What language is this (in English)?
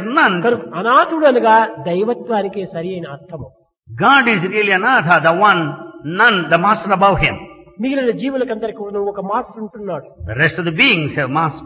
Telugu